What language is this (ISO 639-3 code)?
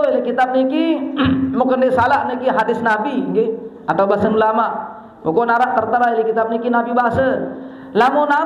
sas